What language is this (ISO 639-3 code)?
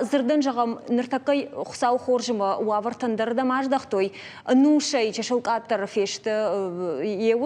oss